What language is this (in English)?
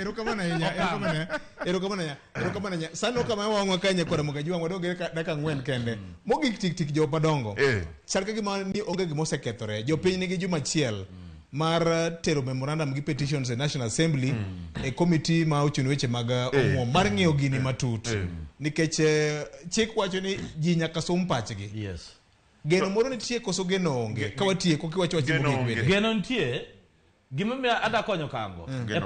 Luo (Kenya and Tanzania)